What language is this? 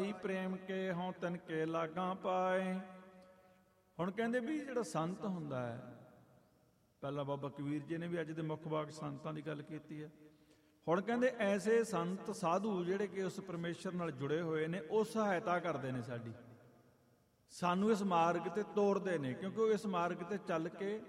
Punjabi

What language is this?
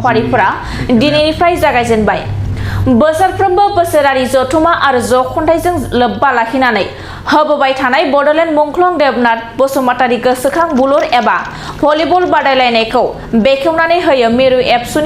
Bodo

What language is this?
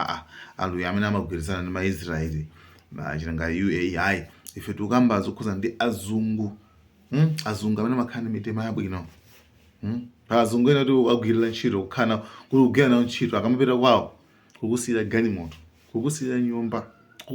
Nyanja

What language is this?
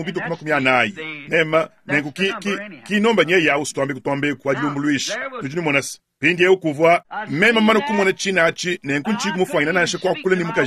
Luba-Lulua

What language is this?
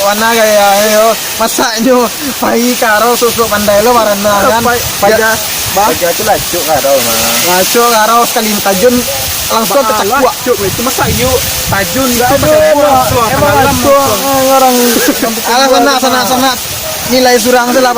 Minangkabau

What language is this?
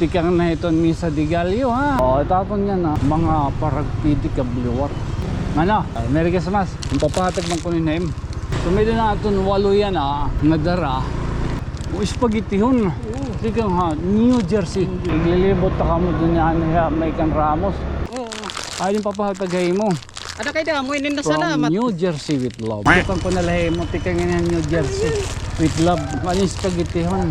Waray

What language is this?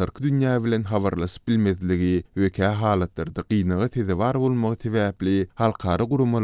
Turkmen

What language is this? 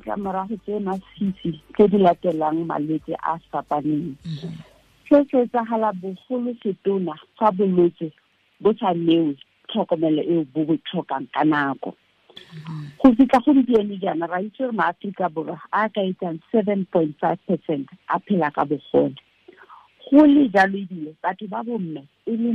Tswana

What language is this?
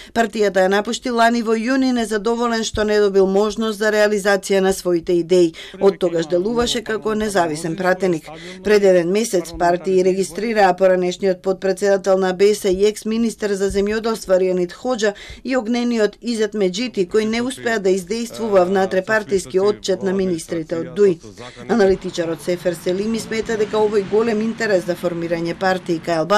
Macedonian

